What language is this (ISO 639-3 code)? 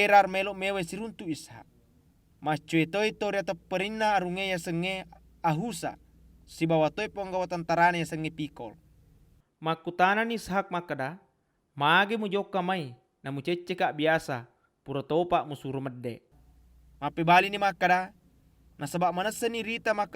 bug